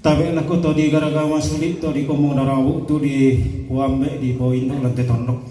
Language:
Toraja-Sa'dan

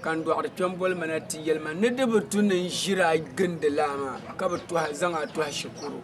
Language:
Dagbani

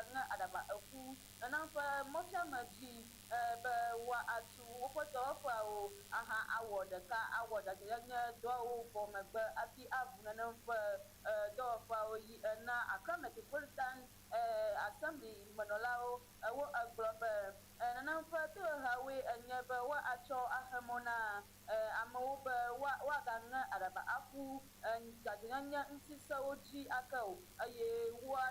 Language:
Ewe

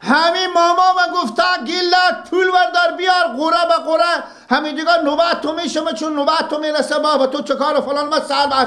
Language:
Persian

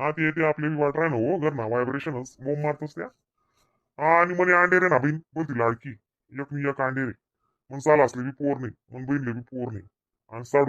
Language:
Khandesi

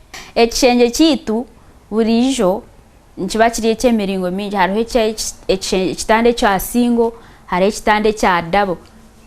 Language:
Nyankole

